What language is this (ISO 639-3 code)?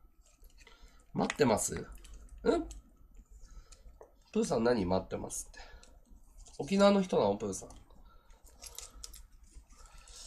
jpn